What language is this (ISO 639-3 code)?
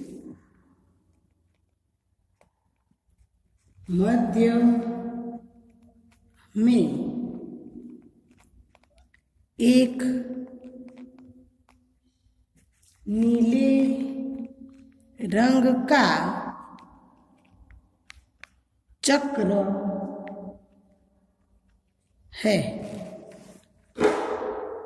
hin